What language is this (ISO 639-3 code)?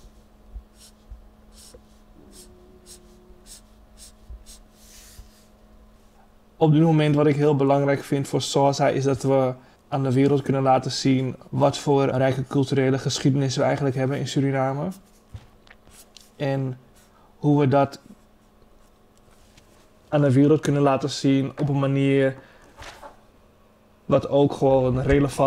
nld